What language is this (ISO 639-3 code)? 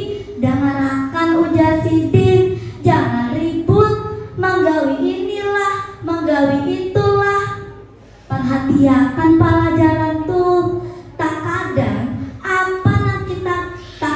bjn